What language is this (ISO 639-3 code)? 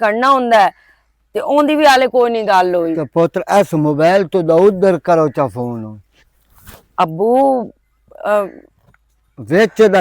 lah